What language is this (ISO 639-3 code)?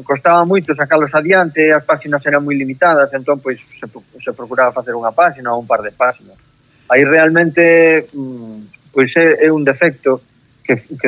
glg